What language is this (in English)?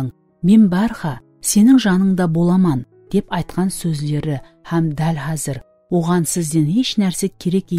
Kara-Kalpak